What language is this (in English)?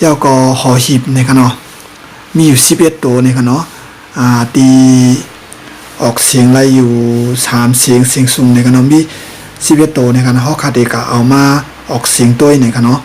Shan